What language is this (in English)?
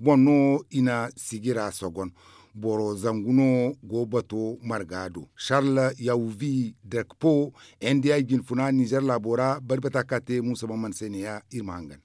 Zarma